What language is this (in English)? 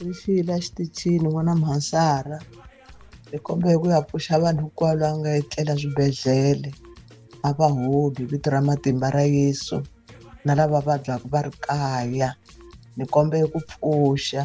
Tsonga